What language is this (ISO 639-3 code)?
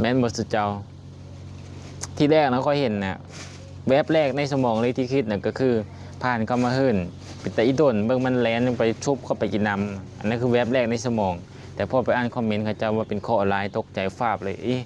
lao